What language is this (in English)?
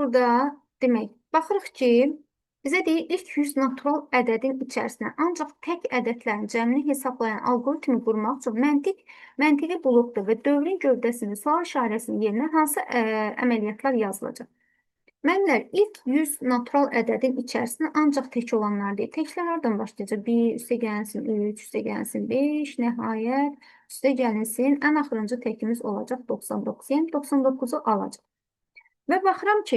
Azerbaijani